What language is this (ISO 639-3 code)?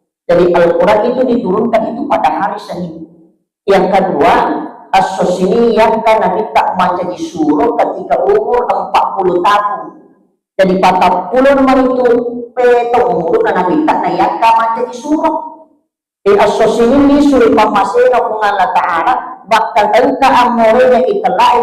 bug